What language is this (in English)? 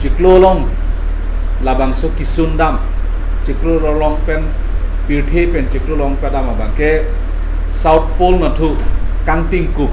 Karbi